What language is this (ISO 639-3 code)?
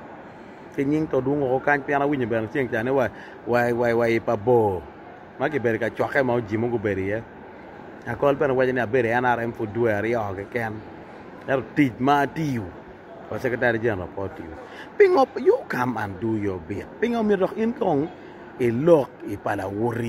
ach